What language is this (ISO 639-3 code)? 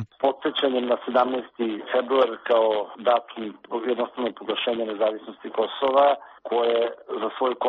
srp